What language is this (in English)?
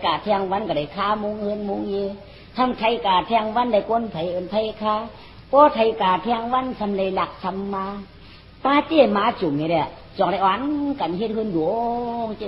Shan